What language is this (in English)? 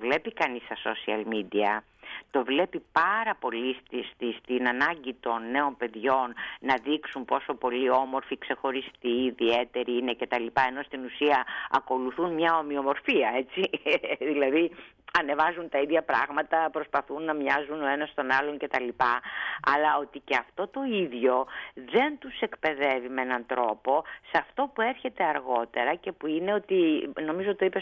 Greek